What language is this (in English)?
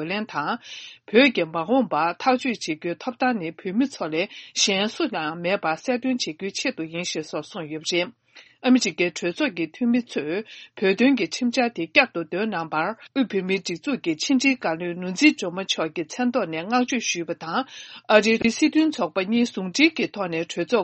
Tibetan